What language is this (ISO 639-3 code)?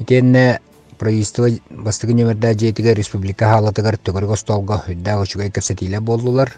sah